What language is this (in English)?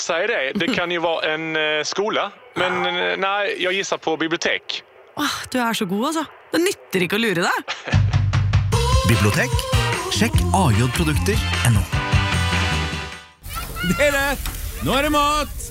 Norwegian